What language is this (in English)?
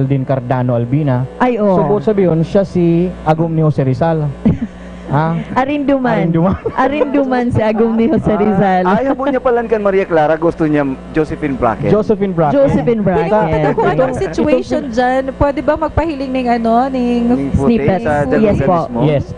Bikol